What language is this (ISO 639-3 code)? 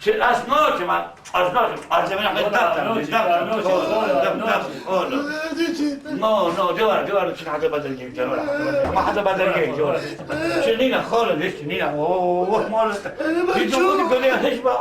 kur